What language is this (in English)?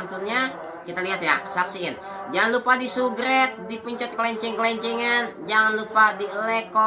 Betawi